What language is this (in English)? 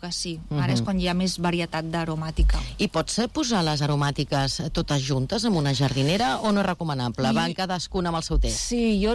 Catalan